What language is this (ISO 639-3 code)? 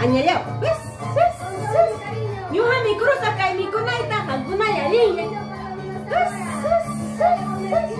quy